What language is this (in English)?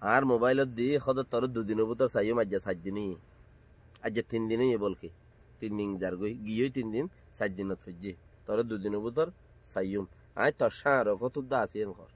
Rohingya